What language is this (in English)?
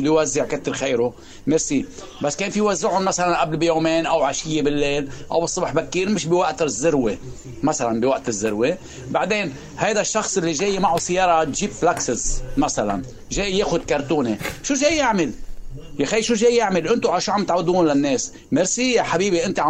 North Levantine Arabic